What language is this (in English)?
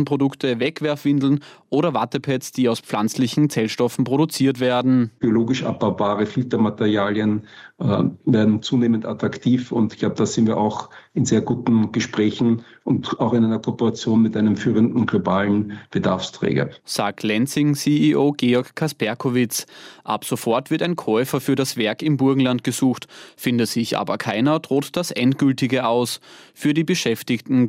German